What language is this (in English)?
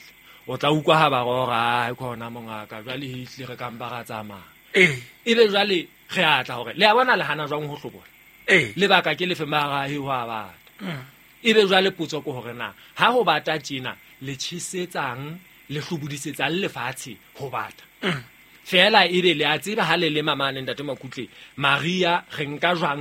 Southern Sotho